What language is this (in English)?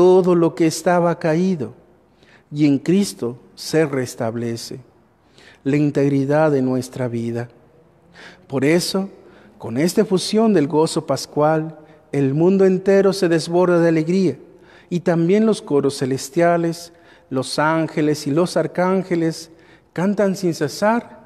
Spanish